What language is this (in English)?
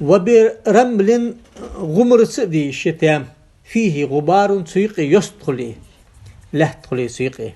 Ingush